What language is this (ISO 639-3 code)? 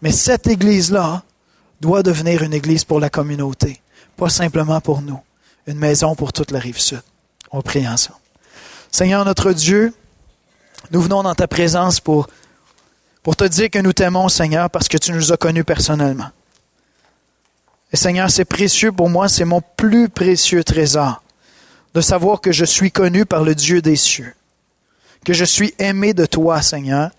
fra